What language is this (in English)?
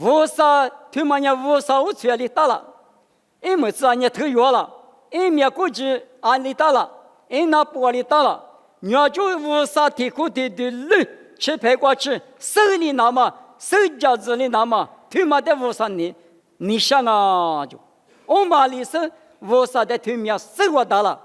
Lisu